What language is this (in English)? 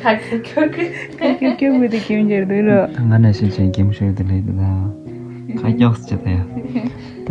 Tibetan